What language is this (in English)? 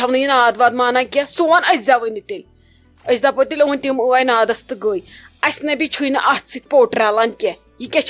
Kashmiri